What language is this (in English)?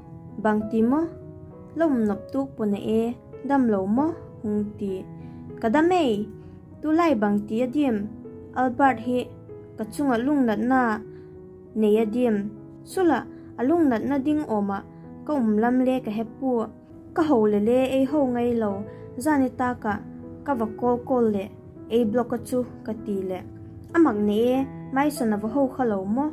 Vaiphei